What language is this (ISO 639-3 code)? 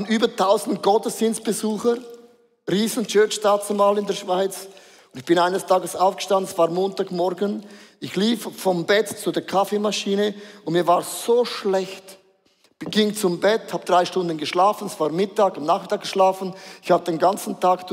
gsw